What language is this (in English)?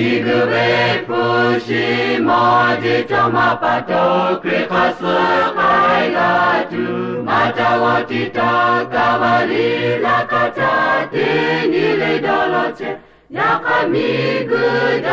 Lahu